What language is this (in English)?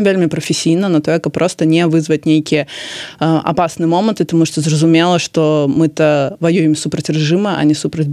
Belarusian